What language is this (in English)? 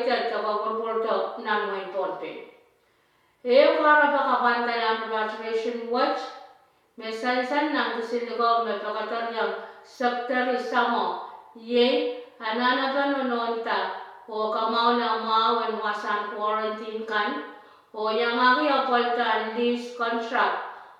Pohnpeian